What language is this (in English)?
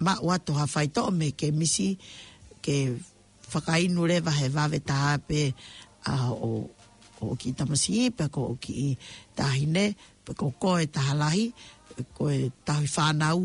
Tongan